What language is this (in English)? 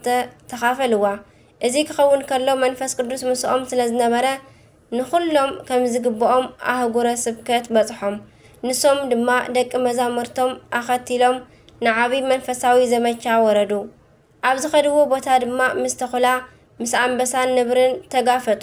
Tigrinya